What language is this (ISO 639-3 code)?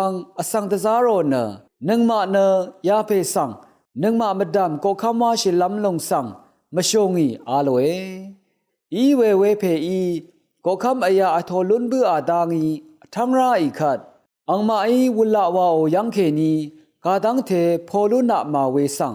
raw